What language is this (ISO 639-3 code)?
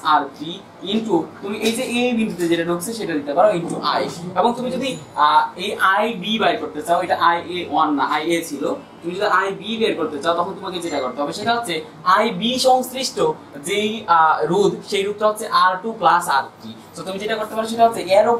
ben